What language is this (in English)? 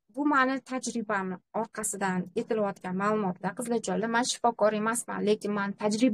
Uzbek